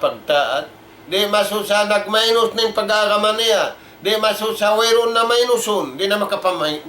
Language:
Tausug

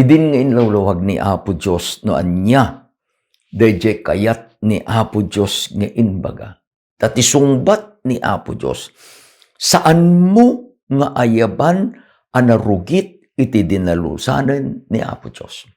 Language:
Iloko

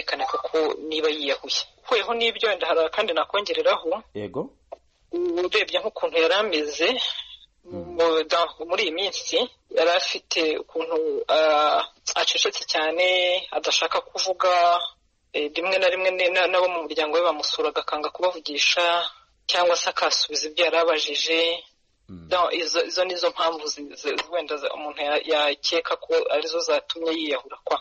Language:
Kinyarwanda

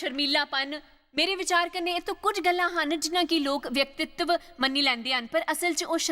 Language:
Dogri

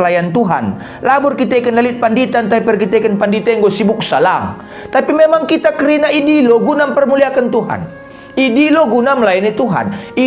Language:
Batak Karo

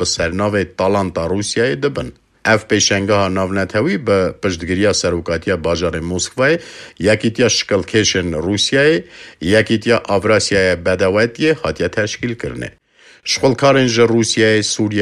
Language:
Kurdish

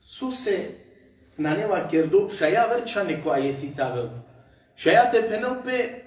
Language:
Balkan Romani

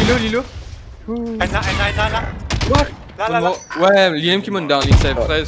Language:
Morisyen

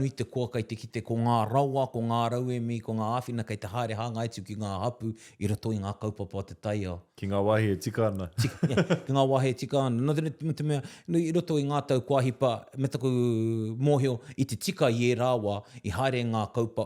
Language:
Māori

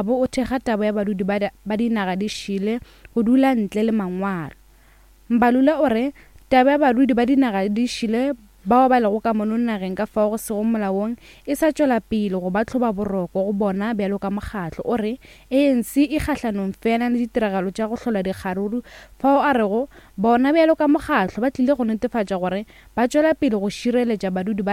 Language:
Northern Sotho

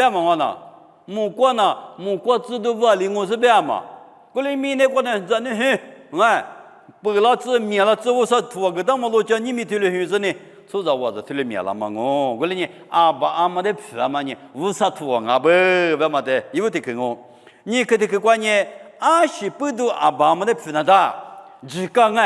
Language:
Lisu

